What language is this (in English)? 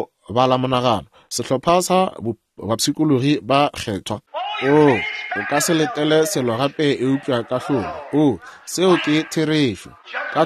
Northern Sotho